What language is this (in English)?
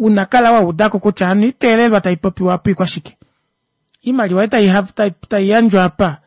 Kuanyama